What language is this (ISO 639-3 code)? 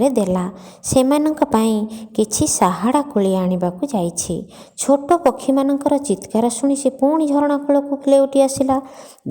ori